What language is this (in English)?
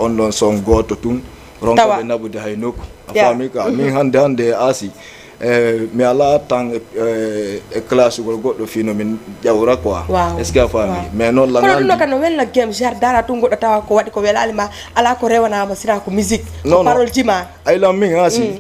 Fula